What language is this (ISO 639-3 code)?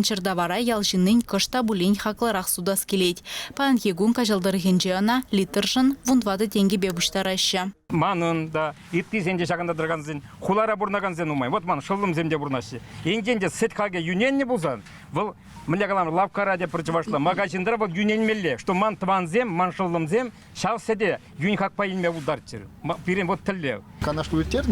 chv